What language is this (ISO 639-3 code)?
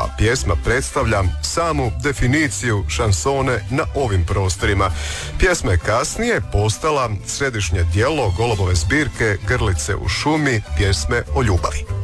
hrv